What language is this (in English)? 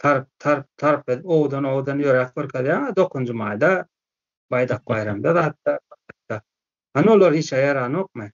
Turkmen